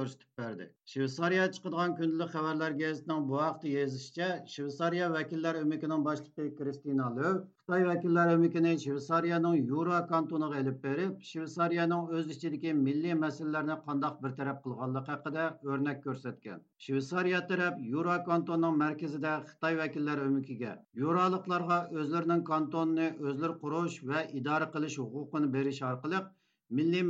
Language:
Uyghur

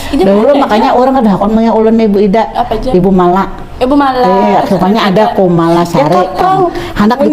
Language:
Banjar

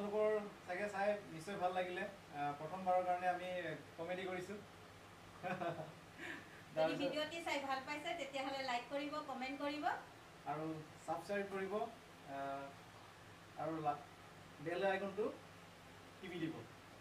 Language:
Assamese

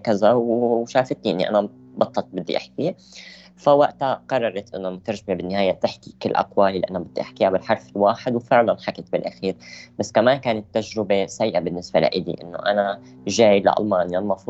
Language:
North Levantine Arabic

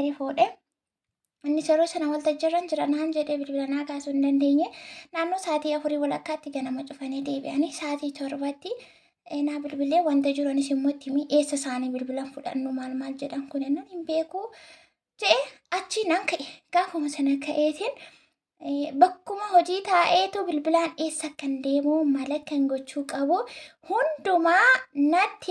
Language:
Oromo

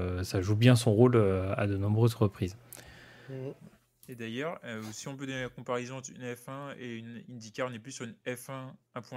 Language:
French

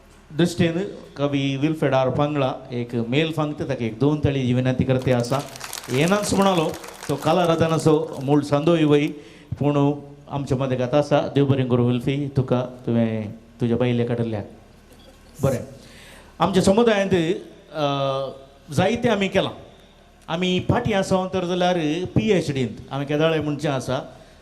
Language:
Konkani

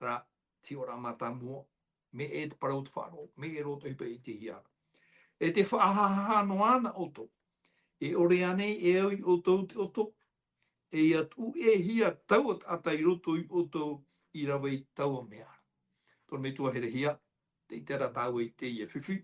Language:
Tahitian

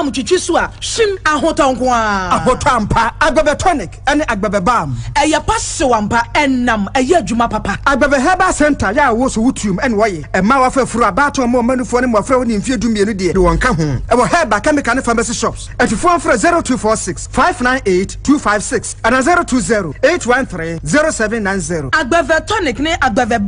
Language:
Akan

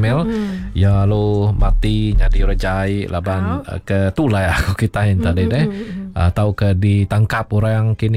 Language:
Iban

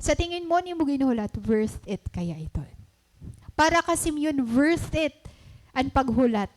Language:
Waray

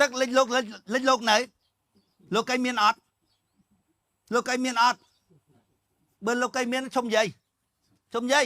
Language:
Khmer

